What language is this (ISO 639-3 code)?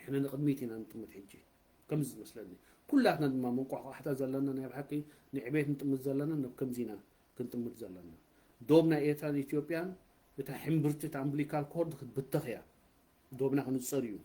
tir